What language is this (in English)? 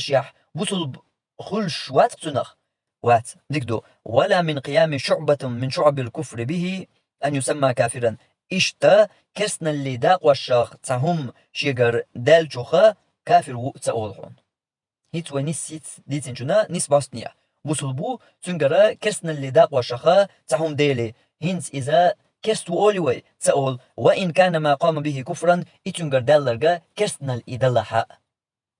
Chechen